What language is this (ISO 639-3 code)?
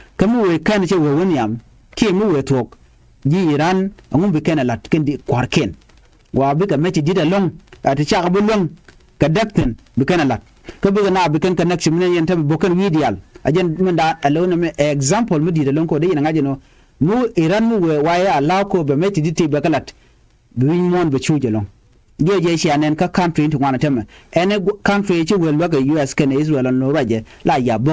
nus